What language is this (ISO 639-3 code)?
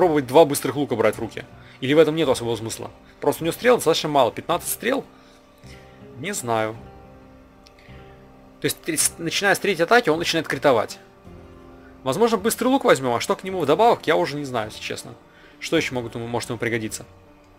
rus